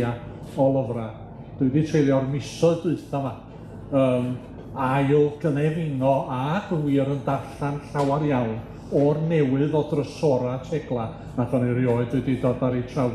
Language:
Welsh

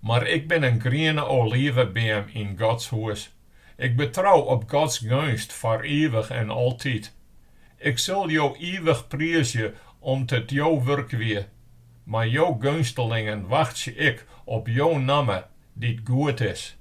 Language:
Western Frisian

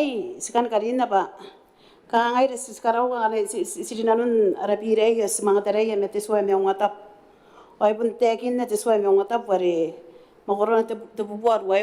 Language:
Gilbertese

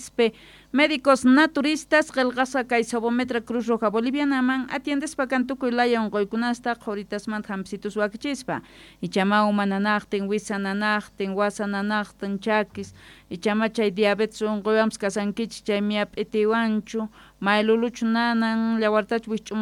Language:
South Bolivian Quechua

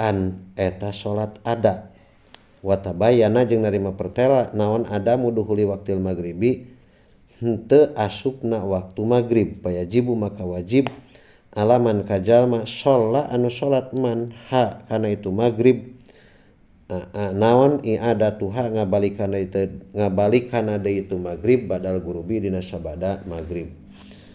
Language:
Sundanese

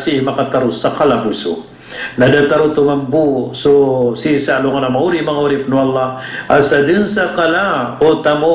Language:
Maranao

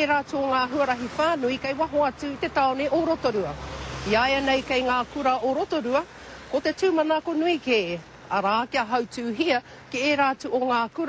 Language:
Māori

